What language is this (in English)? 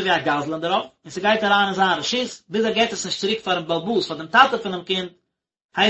Yiddish